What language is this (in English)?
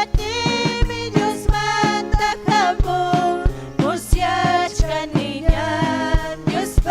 Ayacucho Quechua